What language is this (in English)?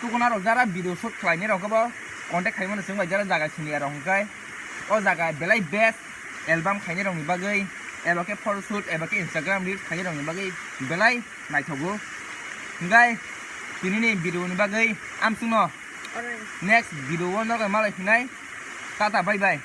Kok Borok